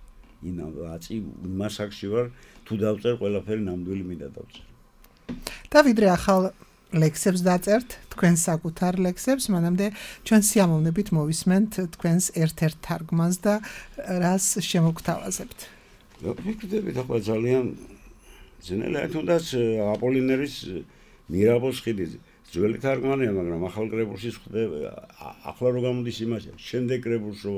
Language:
Georgian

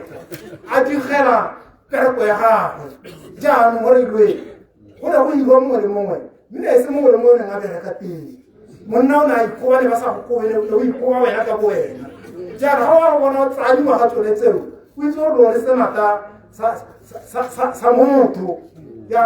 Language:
Tswana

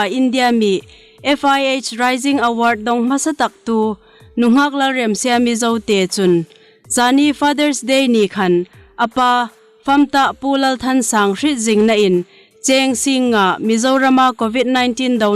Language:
Hmar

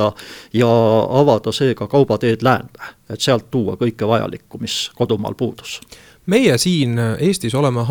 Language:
Estonian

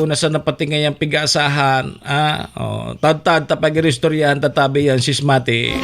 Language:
Bikol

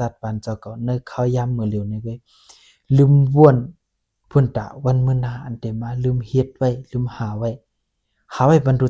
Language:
Shan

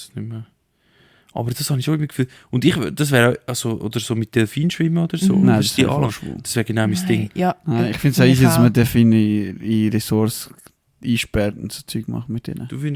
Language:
Swiss German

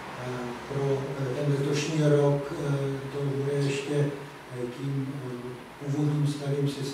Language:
Czech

